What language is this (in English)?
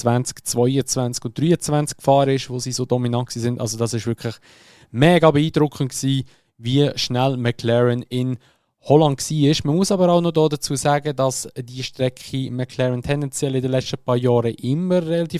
Swiss German